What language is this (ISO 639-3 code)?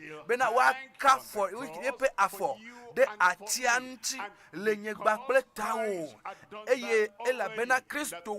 ewe